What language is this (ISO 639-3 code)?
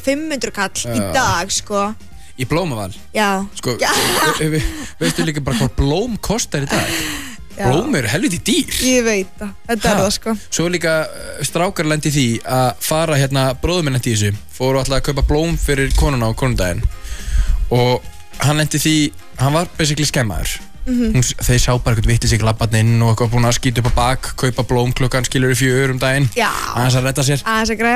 isl